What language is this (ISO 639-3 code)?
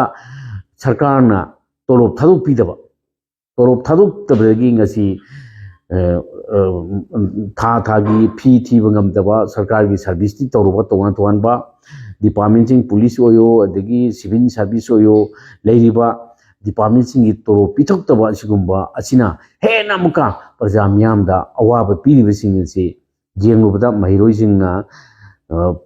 mni